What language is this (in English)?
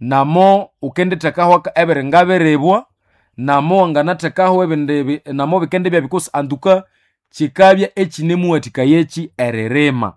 Nande